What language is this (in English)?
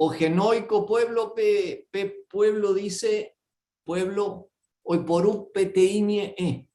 Guarani